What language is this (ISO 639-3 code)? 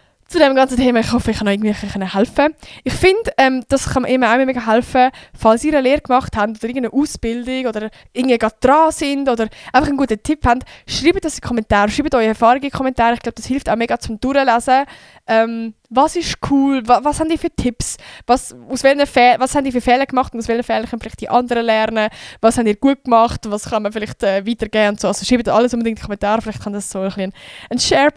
gsw